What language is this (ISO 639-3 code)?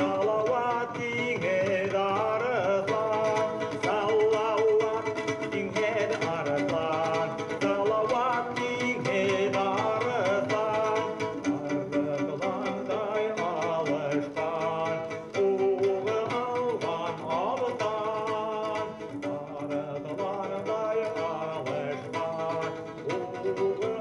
bak